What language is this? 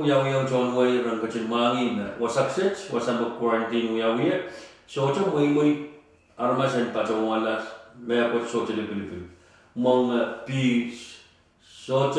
Pohnpeian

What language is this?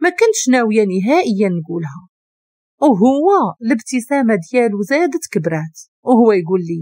Moroccan Arabic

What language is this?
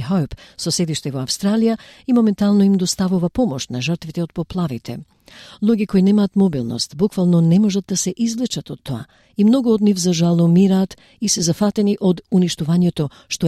Macedonian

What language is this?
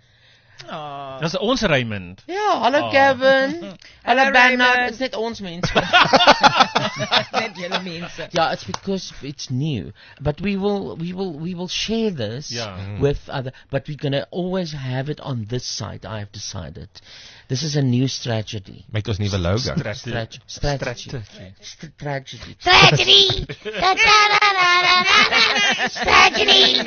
Afrikaans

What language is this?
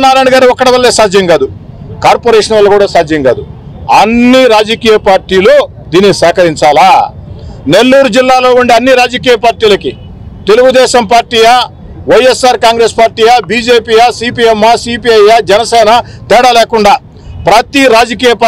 Telugu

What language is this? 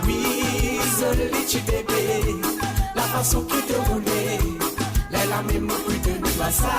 Morisyen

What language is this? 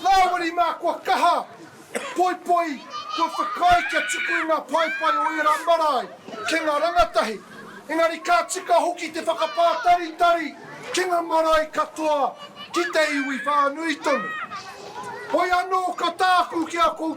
Māori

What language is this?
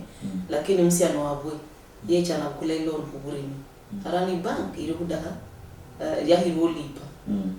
Luyia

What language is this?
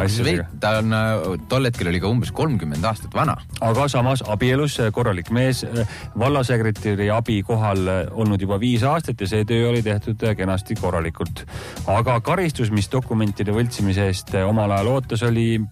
Estonian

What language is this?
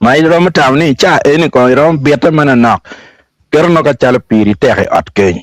Acoli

